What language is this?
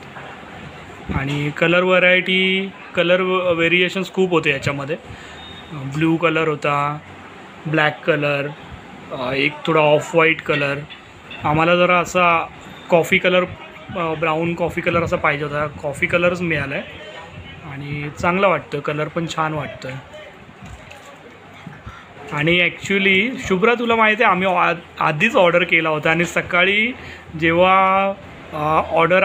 Marathi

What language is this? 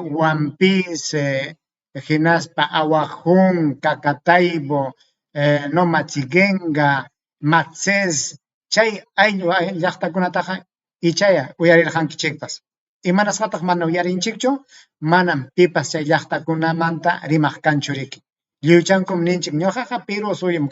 Ayacucho Quechua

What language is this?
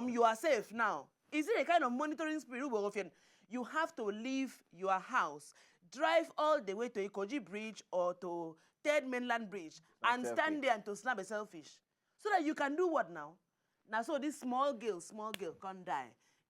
Nigerian Pidgin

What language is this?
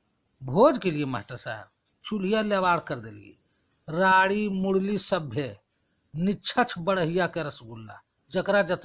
Magahi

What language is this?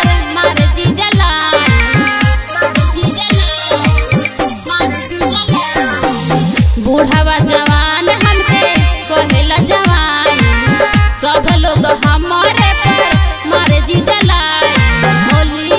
Bhojpuri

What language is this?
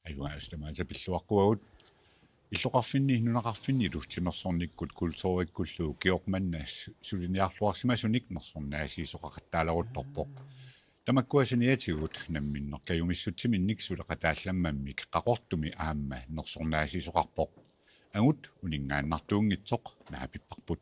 Kalaallisut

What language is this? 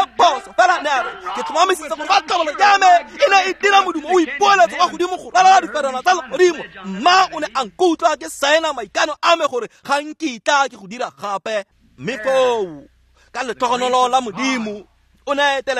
Tswana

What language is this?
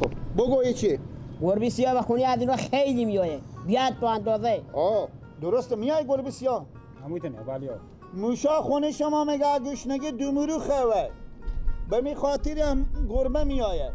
Persian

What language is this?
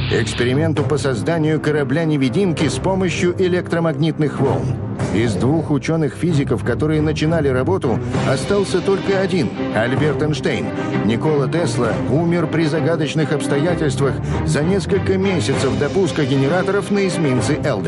Russian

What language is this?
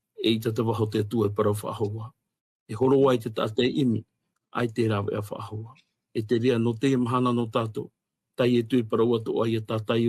Tahitian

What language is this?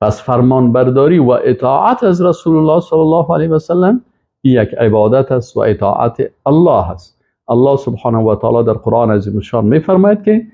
Persian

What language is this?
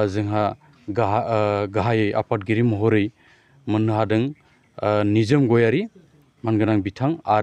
Bodo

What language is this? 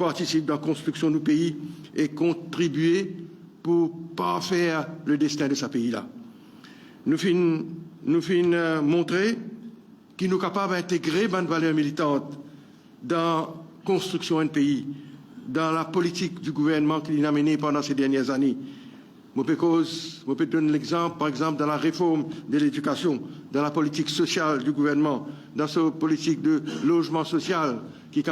Morisyen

